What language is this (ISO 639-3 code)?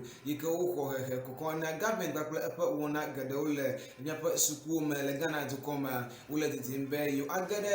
ewe